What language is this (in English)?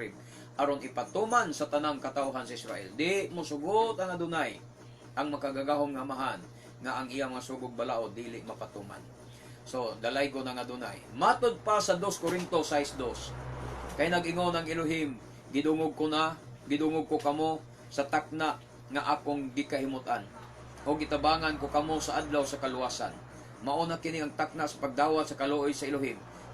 Cebuano